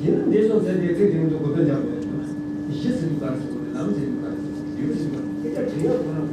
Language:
Tibetan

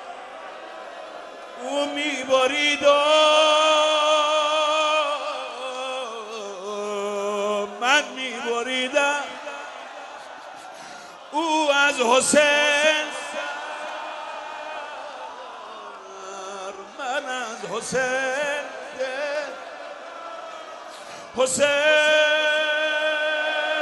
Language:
Persian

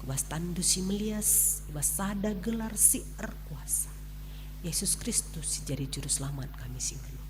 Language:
Batak Karo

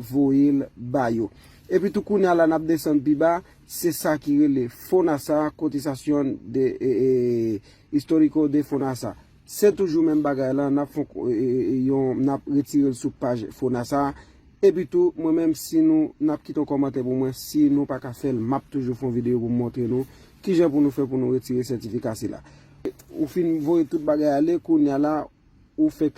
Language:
Haitian Creole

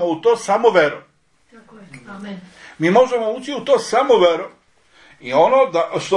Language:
Serbian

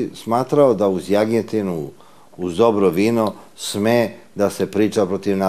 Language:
Serbian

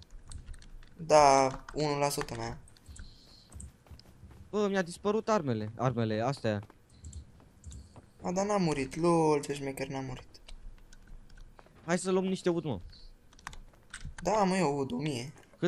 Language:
Romanian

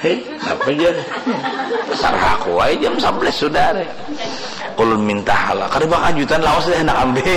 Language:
Banjar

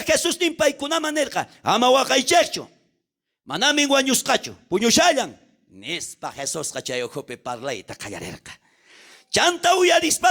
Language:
South Bolivian Quechua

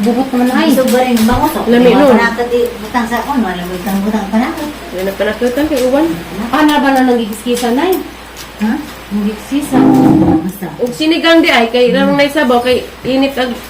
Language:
Cebuano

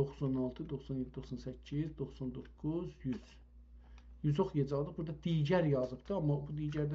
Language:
South Azerbaijani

